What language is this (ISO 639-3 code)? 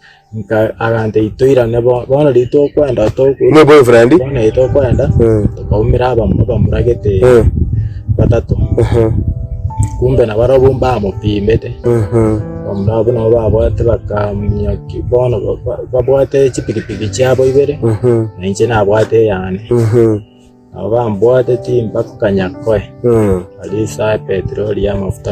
guz